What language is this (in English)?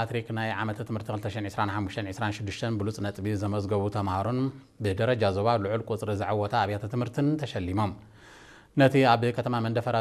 Tigrinya